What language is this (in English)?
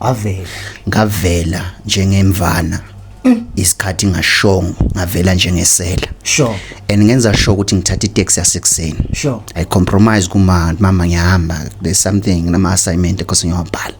Zulu